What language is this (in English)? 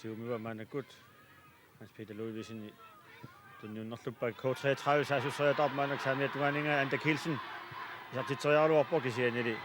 Kalaallisut